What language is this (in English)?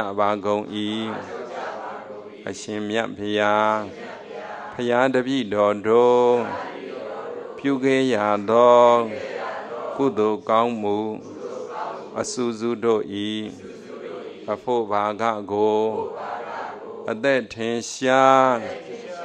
Burmese